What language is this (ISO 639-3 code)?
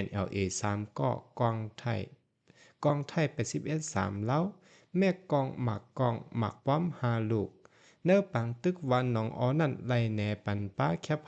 shn